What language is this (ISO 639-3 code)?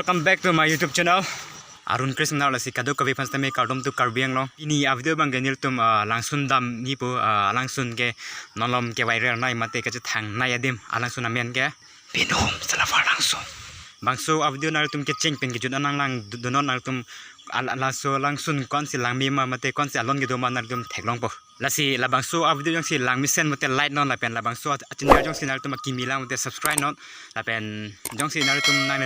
mjw